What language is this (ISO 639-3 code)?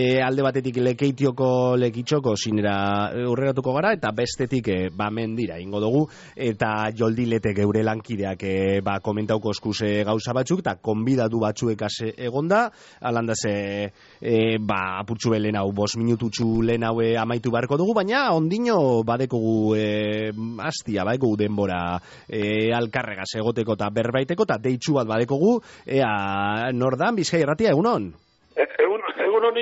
eus